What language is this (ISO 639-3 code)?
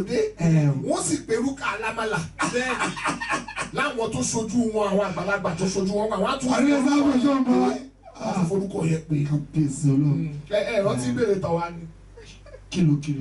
yor